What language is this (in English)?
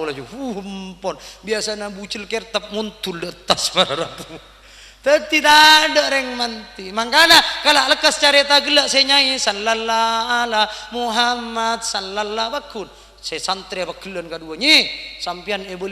Madurese